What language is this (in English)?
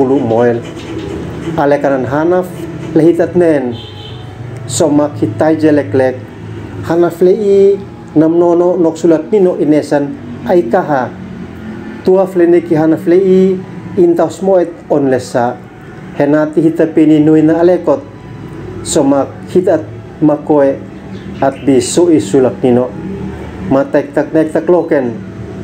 Uab Meto